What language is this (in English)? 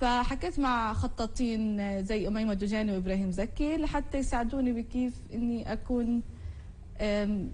North Levantine Arabic